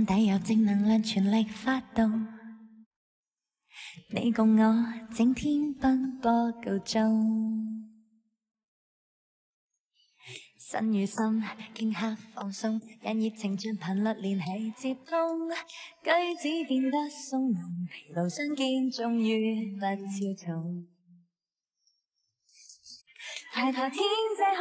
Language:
Vietnamese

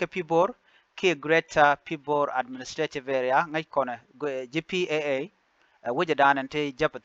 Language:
Nuer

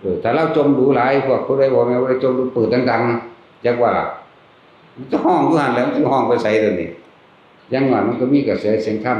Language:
Northeastern Thai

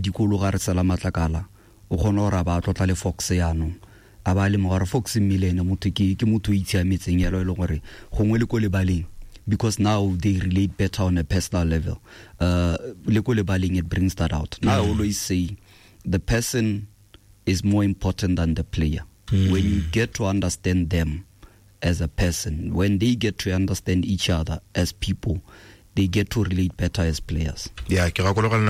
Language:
Tswana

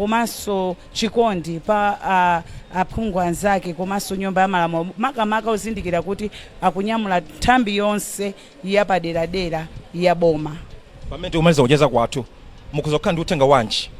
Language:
Nyanja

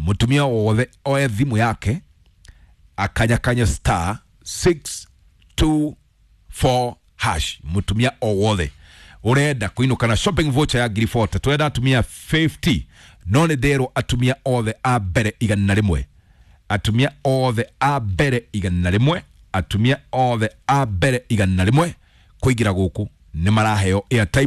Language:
Kikuyu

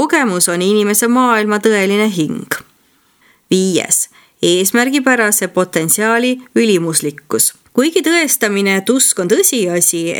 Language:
Estonian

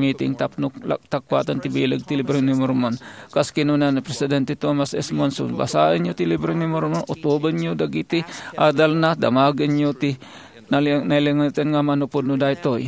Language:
Iloko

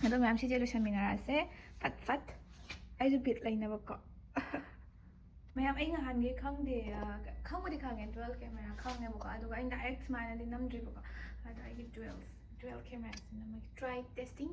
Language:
Manipuri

